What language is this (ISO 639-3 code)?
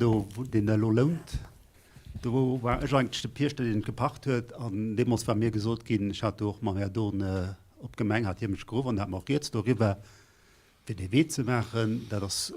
ltz